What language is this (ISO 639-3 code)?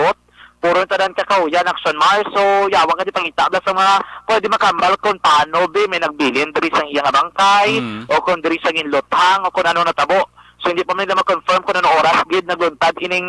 hil